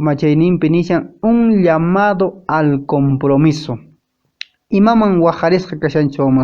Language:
Quechua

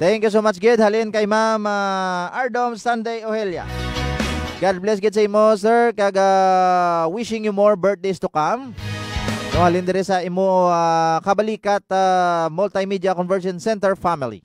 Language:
Hiligaynon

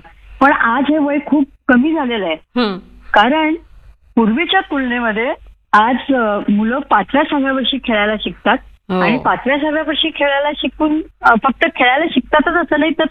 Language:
Marathi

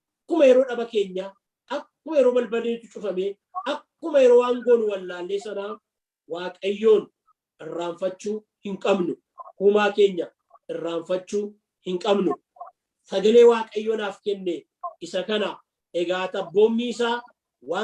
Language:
Oromo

